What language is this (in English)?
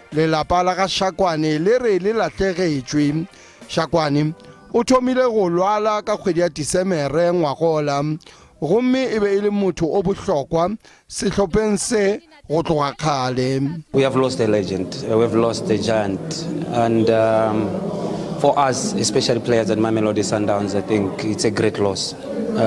Northern Sotho